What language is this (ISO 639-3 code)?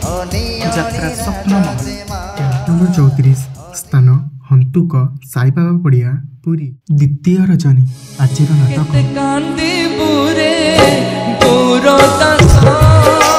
ori